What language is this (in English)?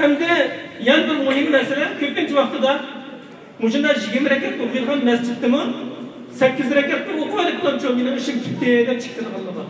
Uyghur